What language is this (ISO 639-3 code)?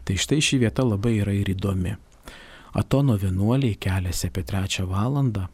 lit